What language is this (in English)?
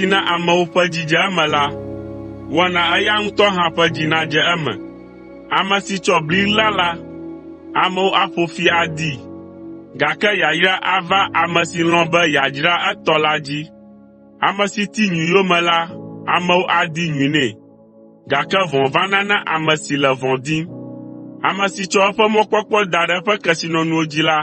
Ewe